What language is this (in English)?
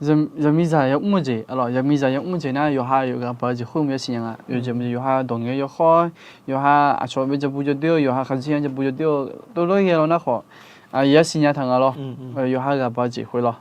Akha